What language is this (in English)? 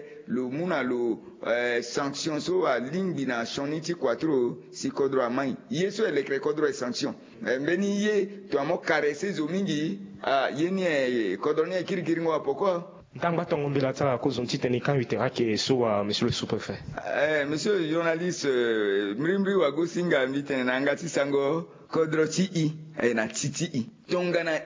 Sango